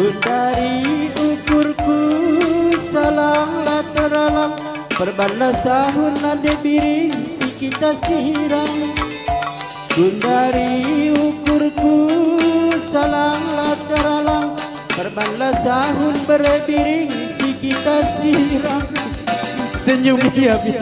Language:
Batak Karo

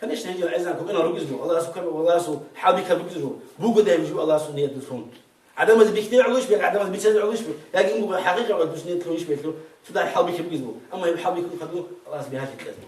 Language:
Avaric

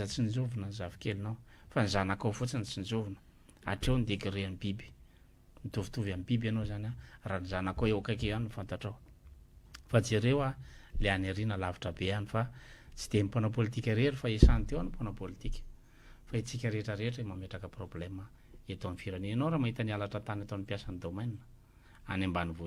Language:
Malagasy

